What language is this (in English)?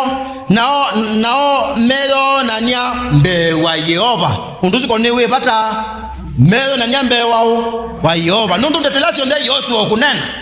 Kamba